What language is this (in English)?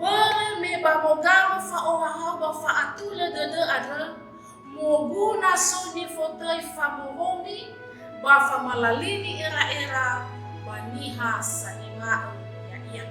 Nias